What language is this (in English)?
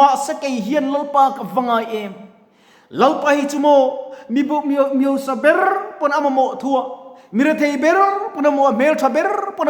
Mizo